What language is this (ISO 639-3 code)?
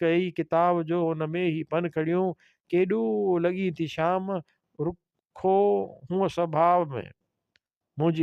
snd